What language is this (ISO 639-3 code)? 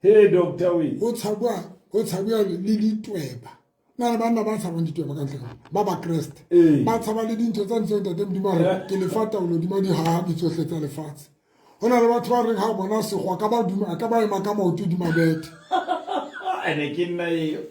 sot